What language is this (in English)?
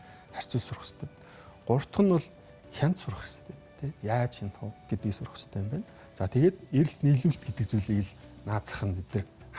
Mongolian